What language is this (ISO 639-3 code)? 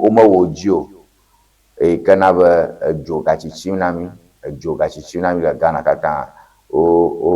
ewe